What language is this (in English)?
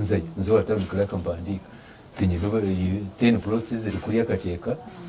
Nyankole